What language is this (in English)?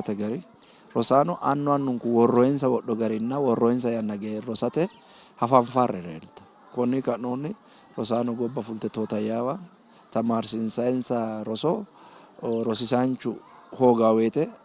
Sidamo